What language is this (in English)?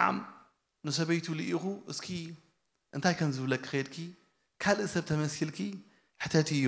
Tigrinya